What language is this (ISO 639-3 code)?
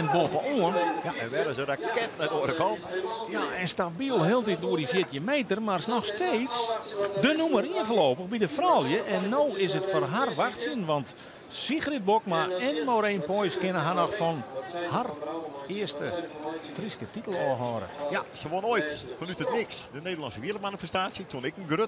fry